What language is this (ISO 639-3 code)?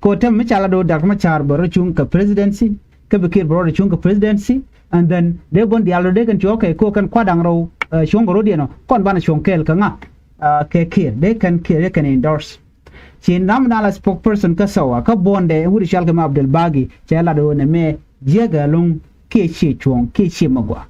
nus